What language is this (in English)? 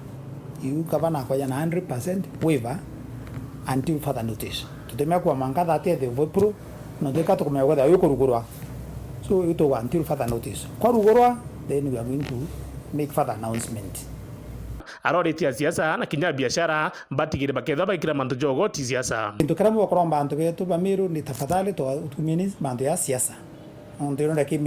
Meru